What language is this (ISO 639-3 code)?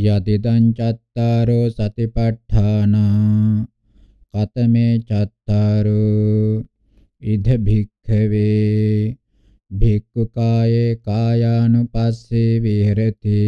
pli